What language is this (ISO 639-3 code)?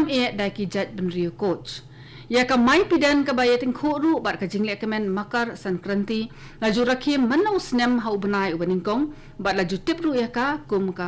kha